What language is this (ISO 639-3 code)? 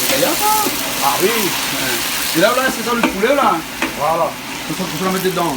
rcf